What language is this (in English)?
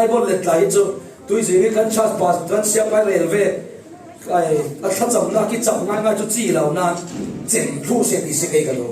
Falam Chin